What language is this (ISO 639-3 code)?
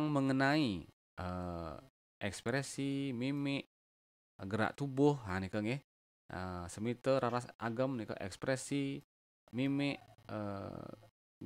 ban